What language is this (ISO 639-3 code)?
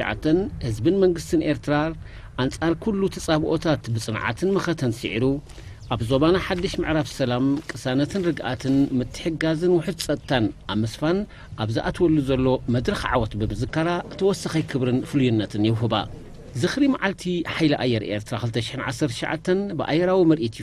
tir